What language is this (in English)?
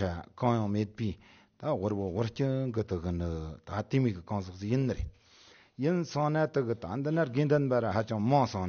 Tibetan